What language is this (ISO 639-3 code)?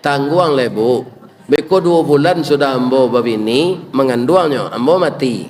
min